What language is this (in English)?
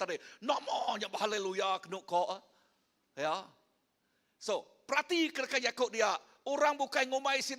Iban